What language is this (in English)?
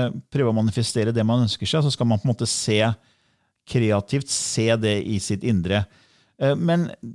Norwegian